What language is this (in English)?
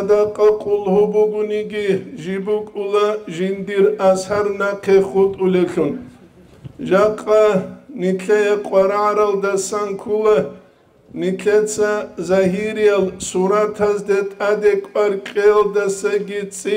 Avaric